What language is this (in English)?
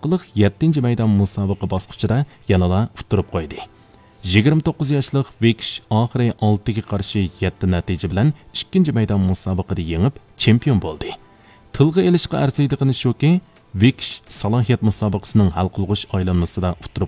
Uyghur